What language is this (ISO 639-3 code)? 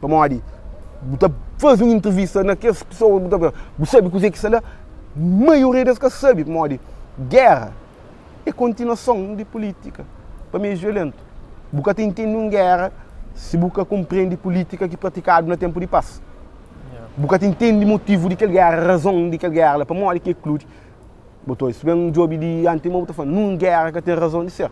kea